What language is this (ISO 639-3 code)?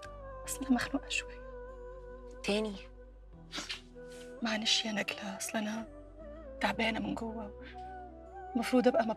arz